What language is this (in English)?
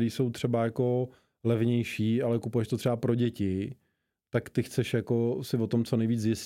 Czech